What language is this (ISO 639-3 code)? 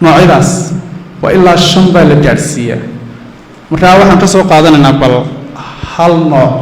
som